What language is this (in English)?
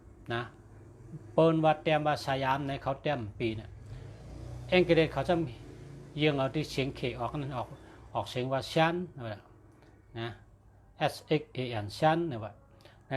Shan